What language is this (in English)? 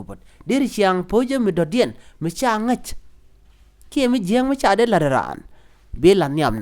Nuer